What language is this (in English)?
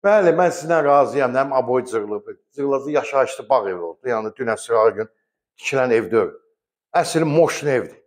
Azerbaijani